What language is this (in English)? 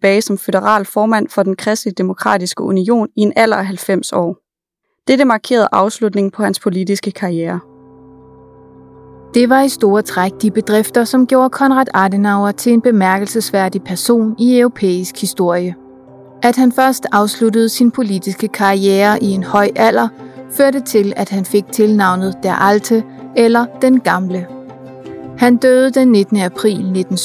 Danish